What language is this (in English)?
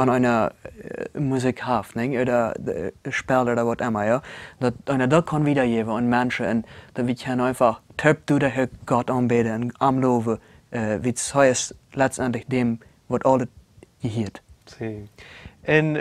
Plautdietsch